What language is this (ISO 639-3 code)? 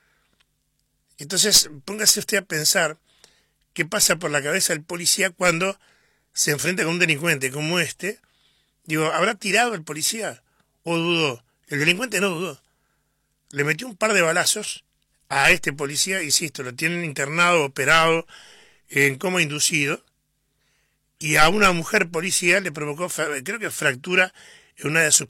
spa